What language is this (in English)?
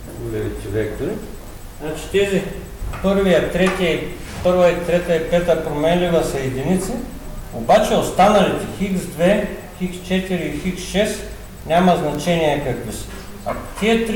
Bulgarian